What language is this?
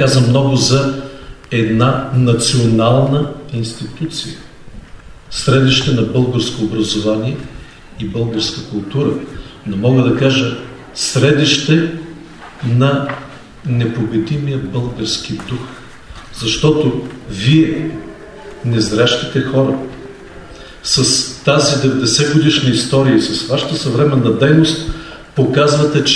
Bulgarian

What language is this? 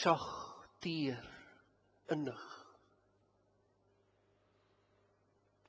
Afrikaans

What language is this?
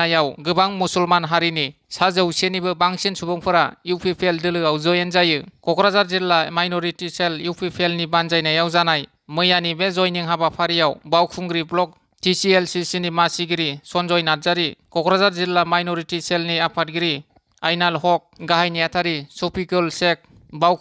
Bodo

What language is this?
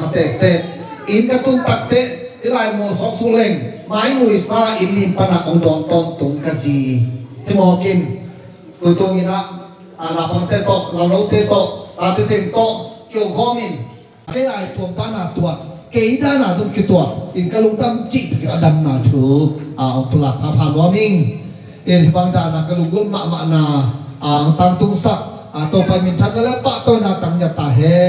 Tedim Chin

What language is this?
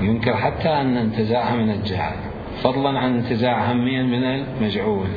Mesopotamian Arabic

